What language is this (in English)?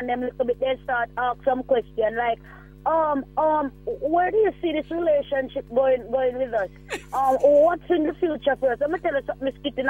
Jamaican Creole English